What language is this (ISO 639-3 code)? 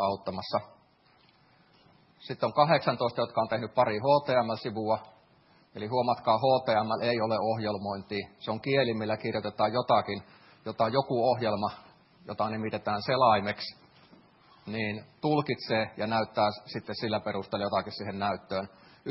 fin